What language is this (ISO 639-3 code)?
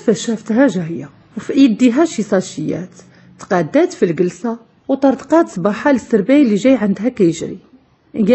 ary